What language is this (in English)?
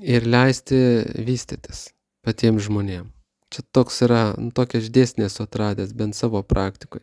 Lithuanian